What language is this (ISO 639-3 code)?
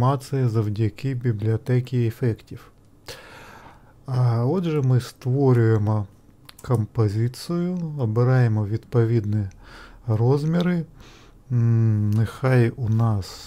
ukr